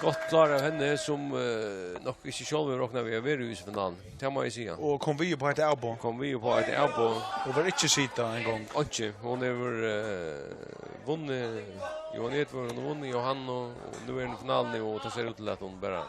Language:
Faroese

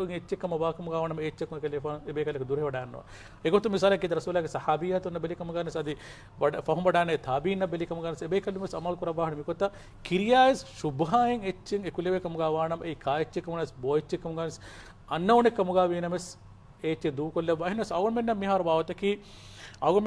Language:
Divehi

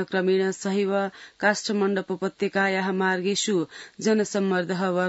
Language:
Sanskrit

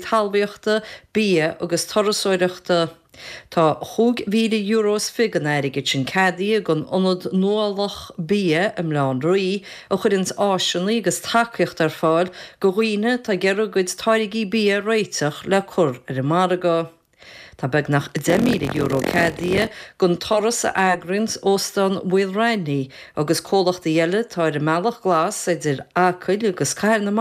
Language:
Irish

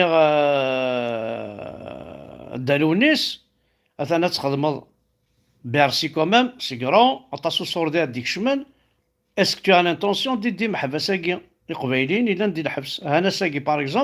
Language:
Kabyle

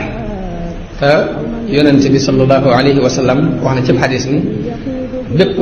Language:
Wolof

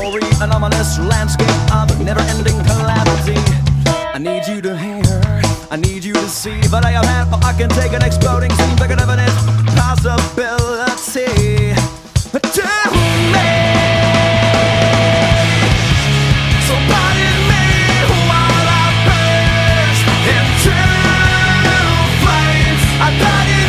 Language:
English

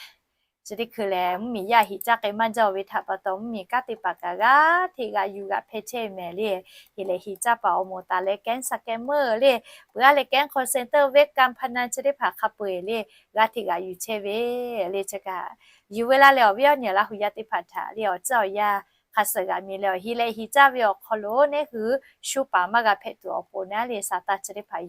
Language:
Lahu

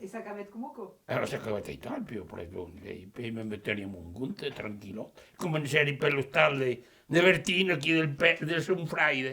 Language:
Occitan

